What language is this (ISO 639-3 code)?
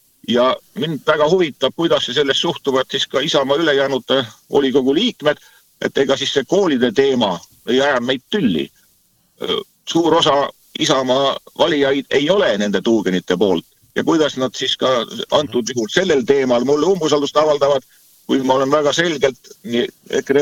est